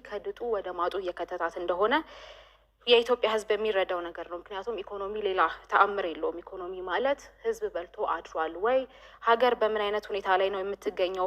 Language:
Amharic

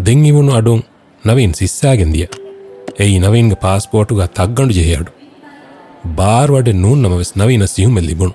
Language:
Divehi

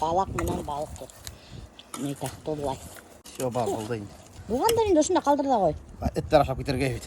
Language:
Bashkir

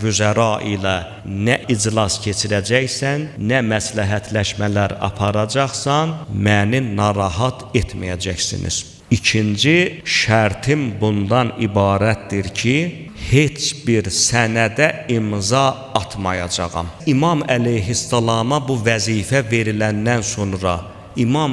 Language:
Azerbaijani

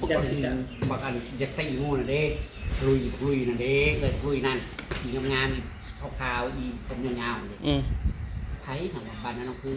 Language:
Northeastern Thai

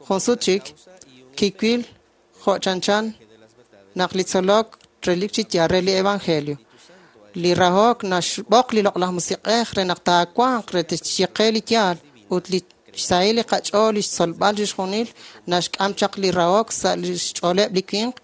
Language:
Kekchí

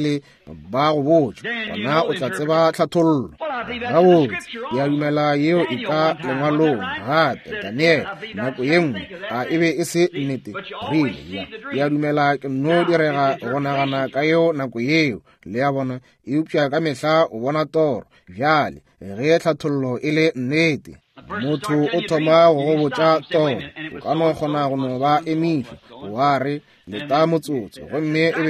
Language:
Northern Sotho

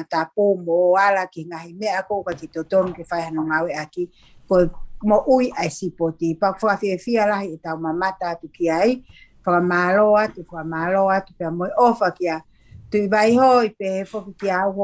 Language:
Tongan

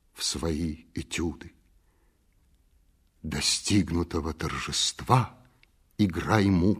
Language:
Russian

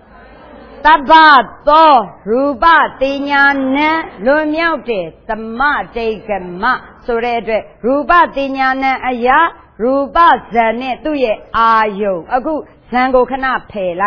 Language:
Burmese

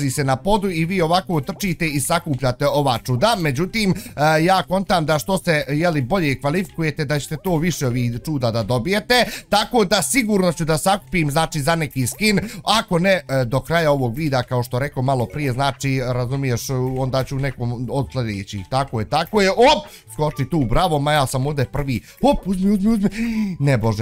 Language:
Bosnian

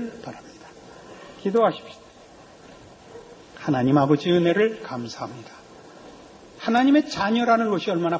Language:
Korean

